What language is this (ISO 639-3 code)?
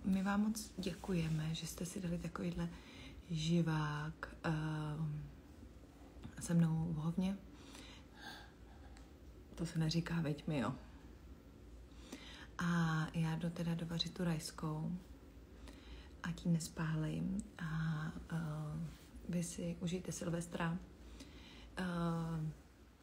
ces